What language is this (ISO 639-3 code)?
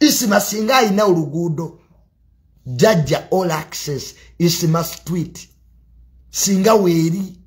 lug